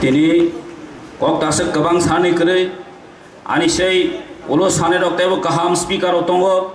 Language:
Kok Borok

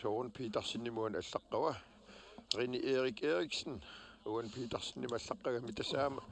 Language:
Kalaallisut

